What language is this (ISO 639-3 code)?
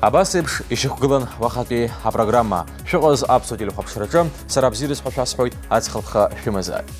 abk